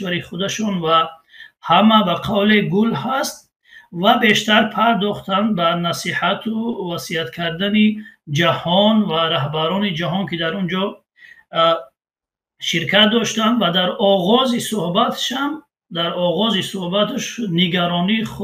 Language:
Tajik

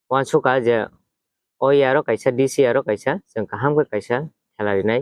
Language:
Kok Borok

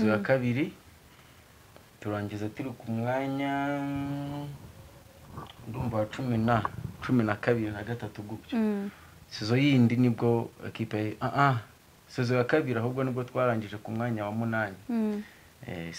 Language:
Kinyarwanda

